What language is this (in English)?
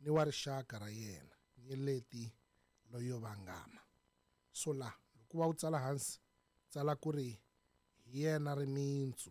Tsonga